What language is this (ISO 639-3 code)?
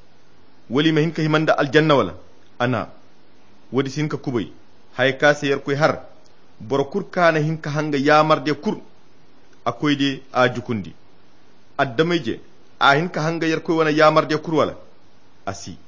khq